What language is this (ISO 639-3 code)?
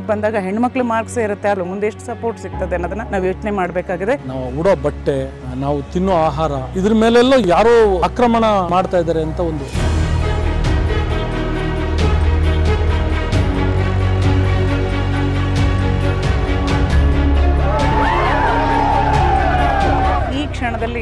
kan